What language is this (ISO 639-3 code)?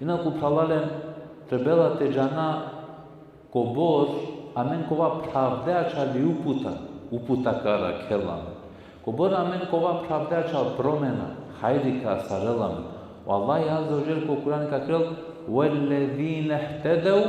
rmn